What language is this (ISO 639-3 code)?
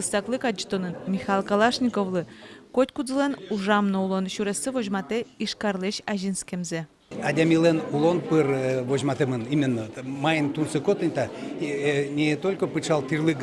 udm